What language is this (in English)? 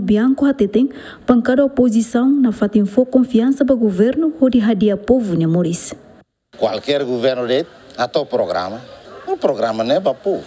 Tetum